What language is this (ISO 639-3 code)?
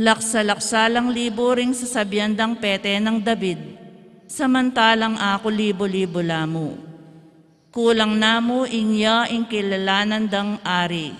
pam